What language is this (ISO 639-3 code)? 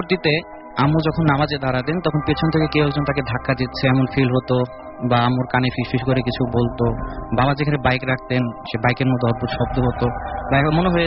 ben